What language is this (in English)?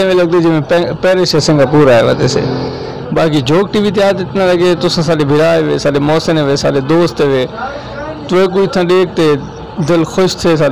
Saraiki